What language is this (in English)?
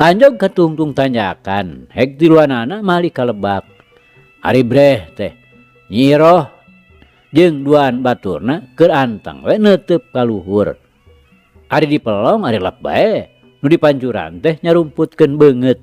Sundanese